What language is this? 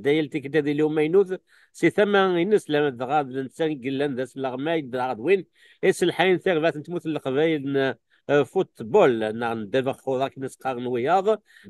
Kabyle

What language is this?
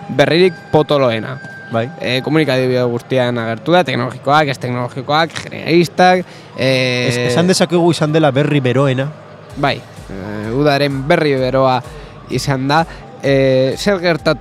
Basque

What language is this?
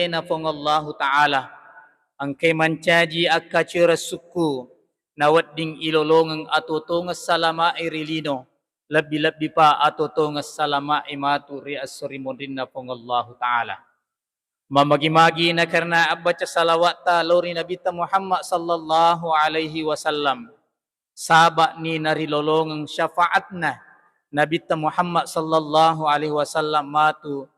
Buginese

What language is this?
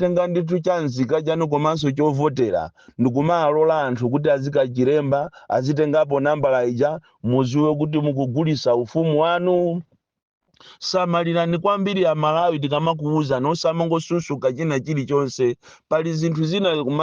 Nyanja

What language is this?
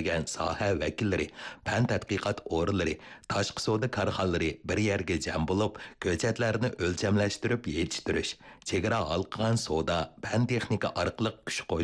Uyghur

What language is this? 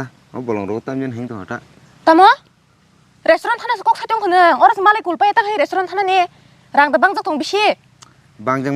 Kok Borok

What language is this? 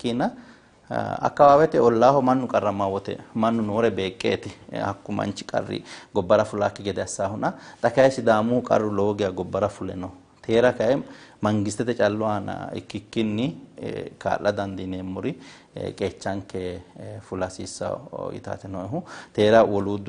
Sidamo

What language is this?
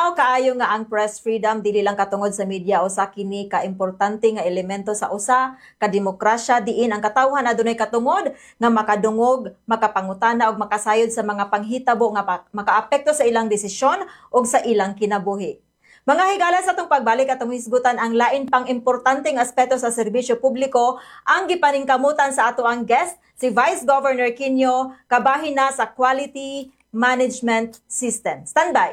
Cebuano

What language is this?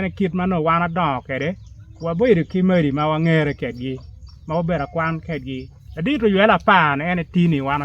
Acoli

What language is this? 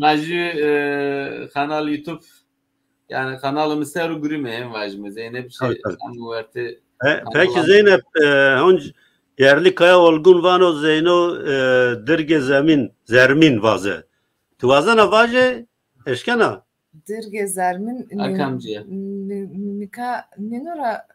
Zaza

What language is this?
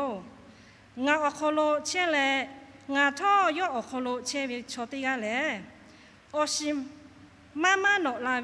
Lahu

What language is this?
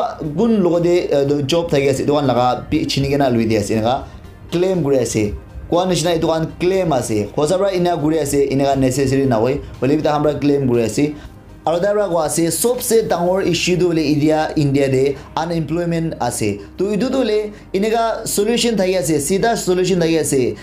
Naga Pidgin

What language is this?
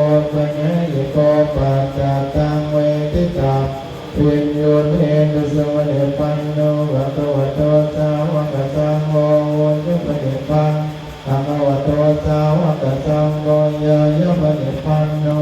Pali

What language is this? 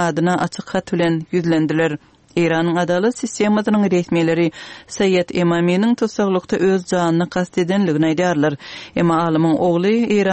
Turkmen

